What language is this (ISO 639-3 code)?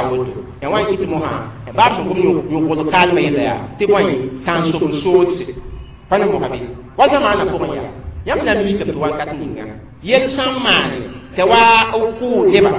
mos